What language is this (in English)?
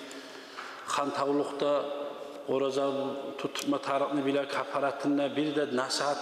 Kumyk